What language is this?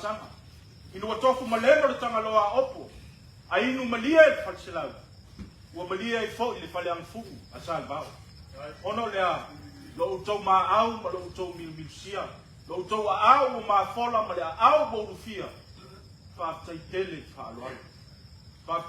Samoan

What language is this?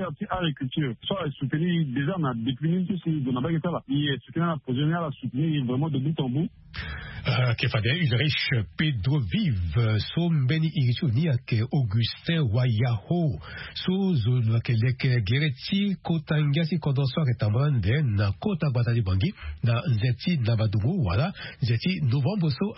Sango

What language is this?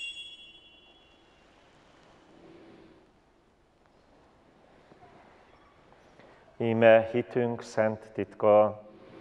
Hungarian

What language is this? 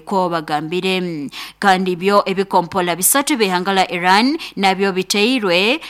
Nyoro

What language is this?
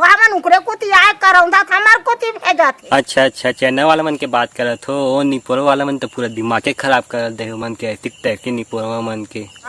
Chhattisgarhi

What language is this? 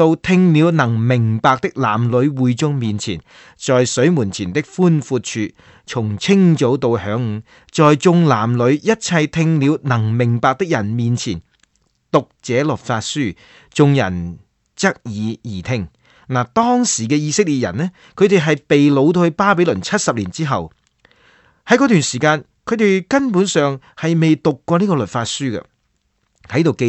Cantonese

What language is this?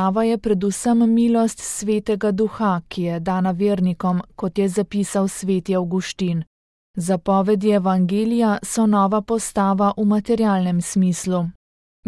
Slovenian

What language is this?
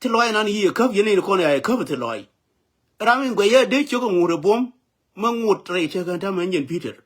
Nuer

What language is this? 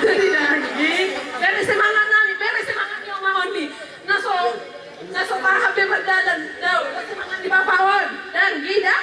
Batak Toba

